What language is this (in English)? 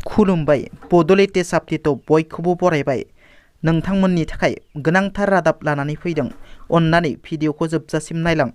Bodo